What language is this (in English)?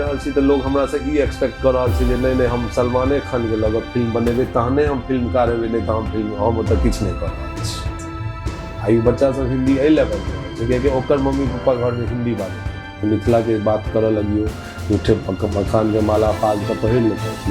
Maithili